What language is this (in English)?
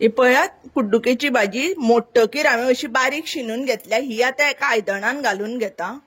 Konkani